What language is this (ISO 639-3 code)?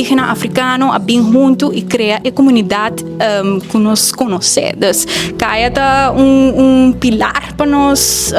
pap